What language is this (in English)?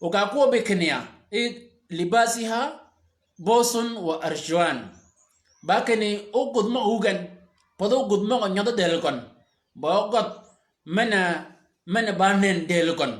Shilluk